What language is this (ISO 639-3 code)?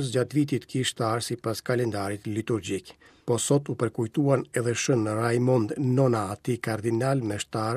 sqi